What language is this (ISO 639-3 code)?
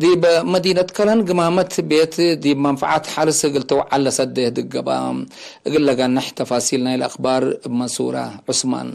tig